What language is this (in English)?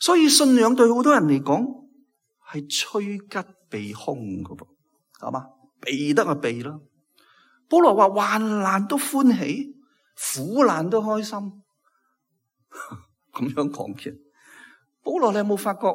Cantonese